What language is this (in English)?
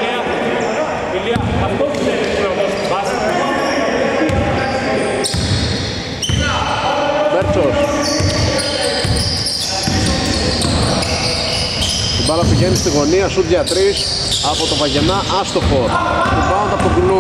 Greek